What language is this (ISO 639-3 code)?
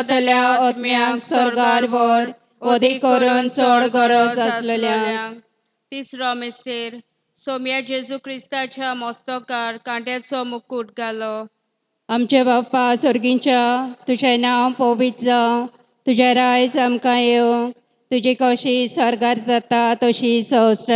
kok